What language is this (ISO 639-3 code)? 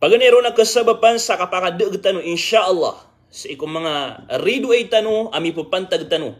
mrw